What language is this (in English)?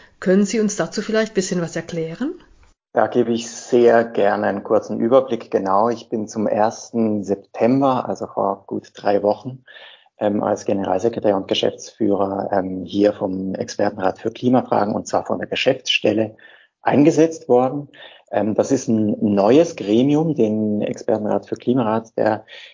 German